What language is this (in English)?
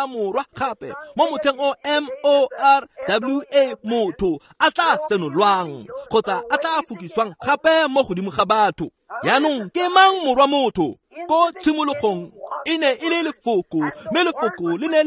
Tswana